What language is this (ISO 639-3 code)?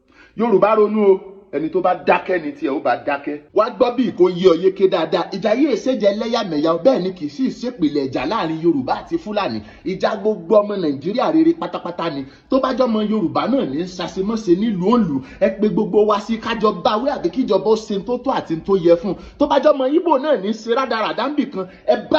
yor